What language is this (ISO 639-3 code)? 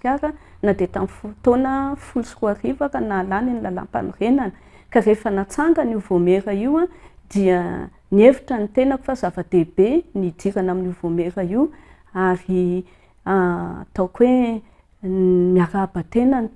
mlg